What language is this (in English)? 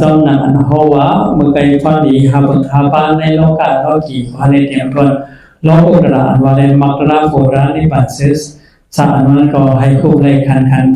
Shan